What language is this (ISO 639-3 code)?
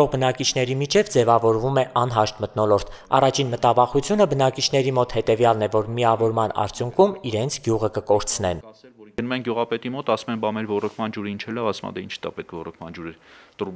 hye